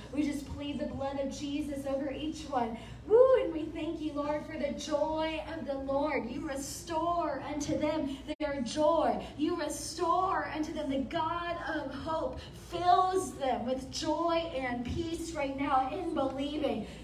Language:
English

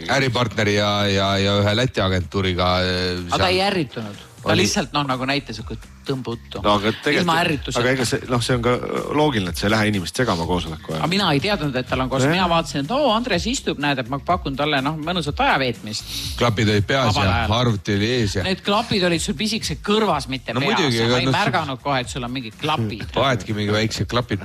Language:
Estonian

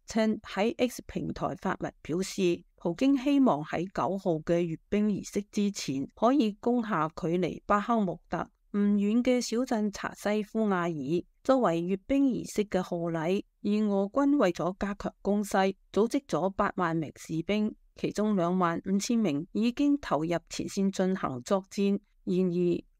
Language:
Cantonese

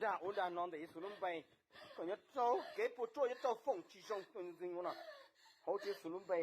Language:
Hmong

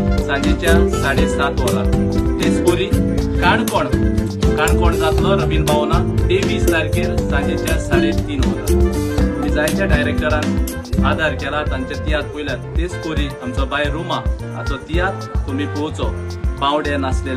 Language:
Konkani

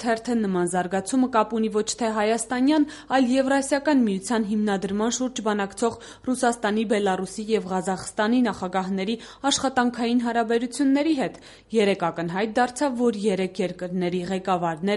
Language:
Armenian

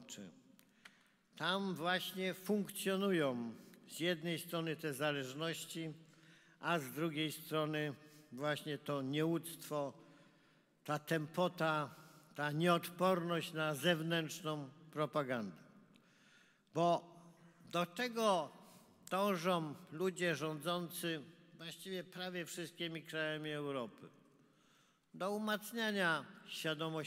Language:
Polish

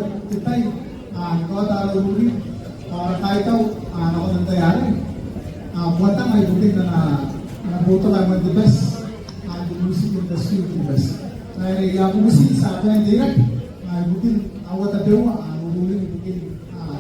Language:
Gilbertese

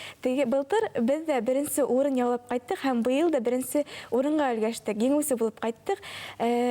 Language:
Bashkir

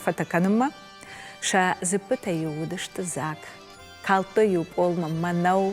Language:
Ossetic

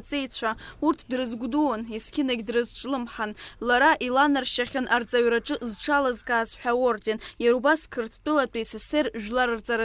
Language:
Abkhazian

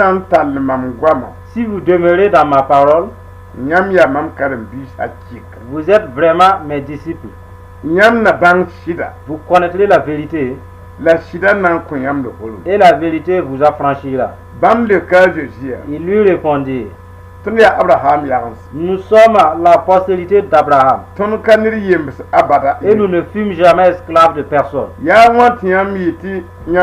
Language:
Mossi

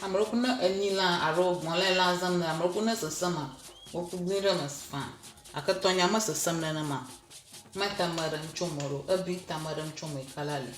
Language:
Ewe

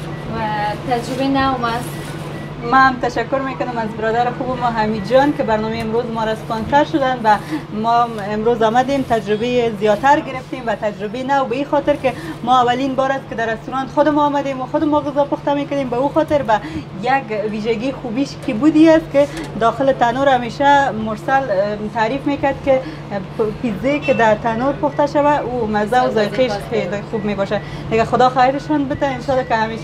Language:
Persian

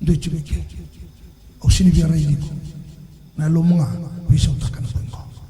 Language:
Fijian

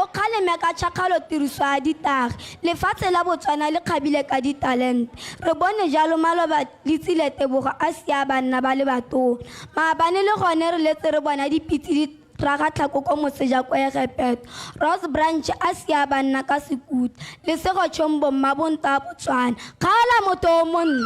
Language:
Tswana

